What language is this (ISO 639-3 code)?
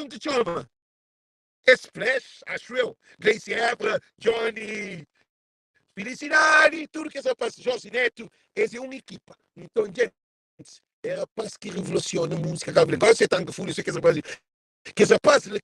kea